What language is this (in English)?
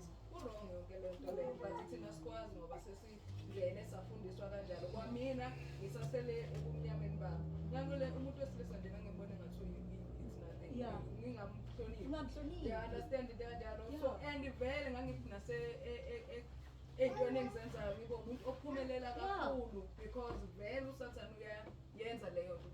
Zulu